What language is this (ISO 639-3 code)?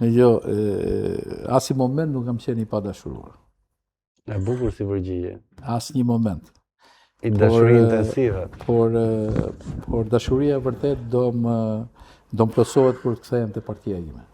sqi